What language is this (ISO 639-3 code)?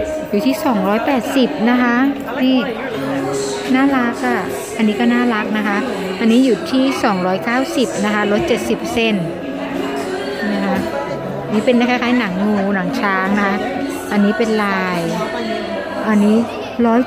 tha